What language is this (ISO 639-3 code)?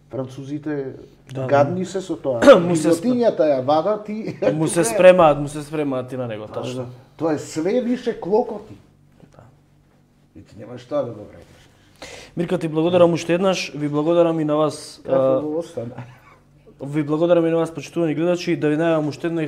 mkd